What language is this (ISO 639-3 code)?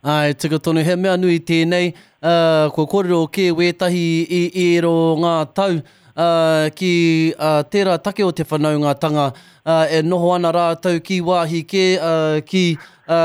mri